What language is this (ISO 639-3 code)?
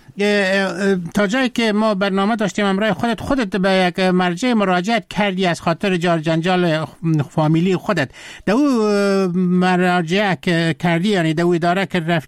fas